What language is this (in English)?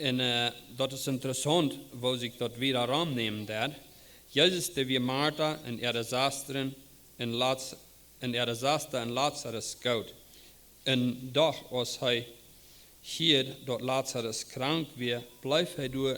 Plautdietsch